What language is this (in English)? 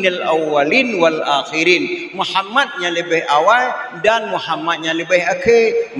Achinese